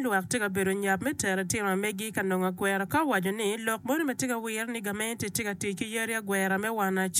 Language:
Acoli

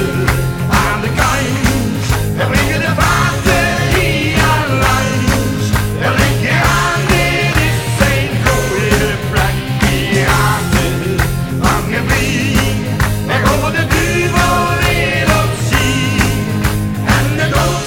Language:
Limburgish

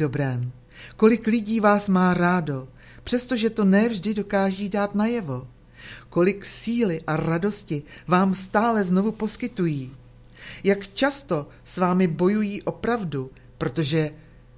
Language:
Czech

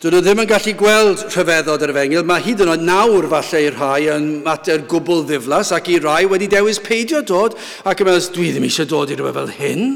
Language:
Welsh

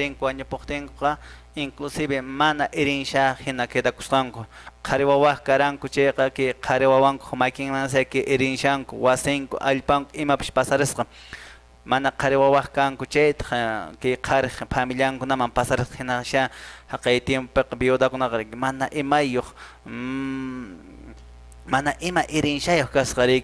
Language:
Quechua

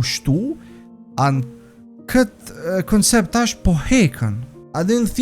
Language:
Albanian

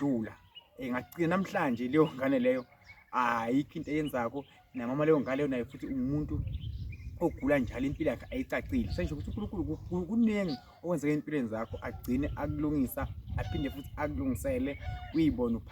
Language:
Zulu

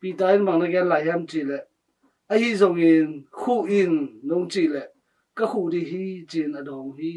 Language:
Tedim Chin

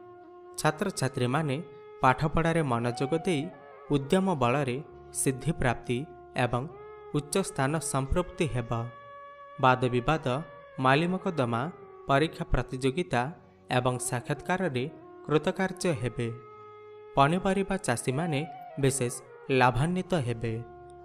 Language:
Odia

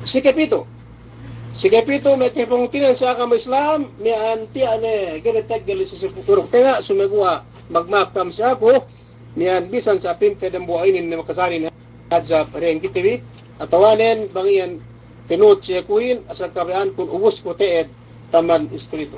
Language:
Yakan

